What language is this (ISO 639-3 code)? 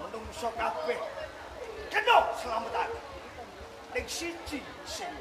jav